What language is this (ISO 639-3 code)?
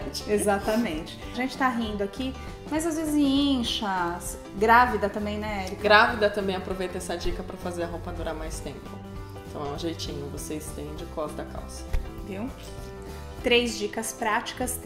por